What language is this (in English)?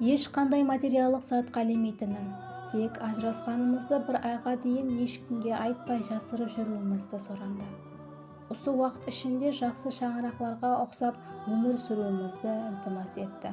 Kara-Kalpak